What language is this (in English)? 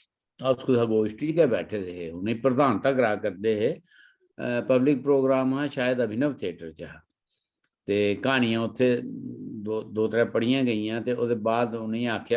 Dogri